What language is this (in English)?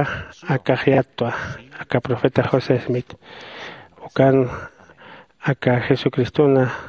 Aymara